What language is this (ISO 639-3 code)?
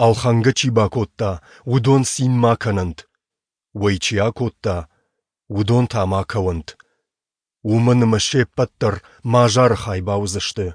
oss